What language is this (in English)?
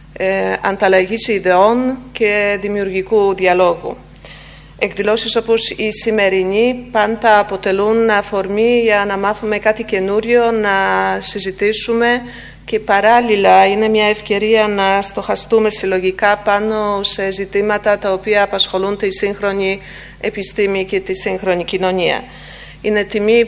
Greek